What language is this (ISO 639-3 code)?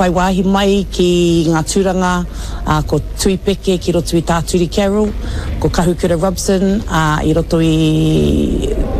mri